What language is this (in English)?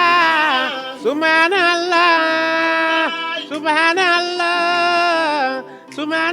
Fula